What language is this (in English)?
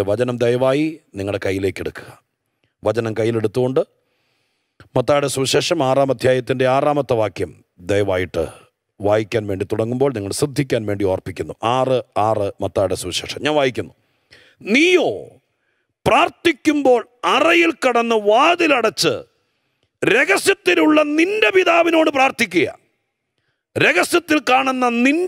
Malayalam